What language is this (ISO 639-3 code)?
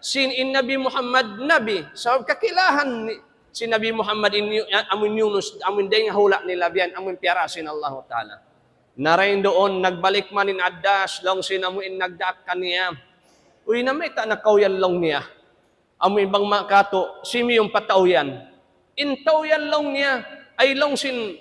tsg